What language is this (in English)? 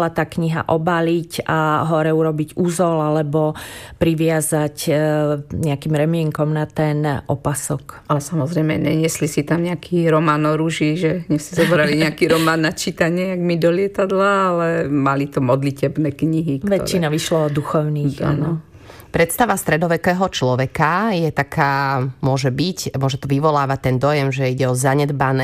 Slovak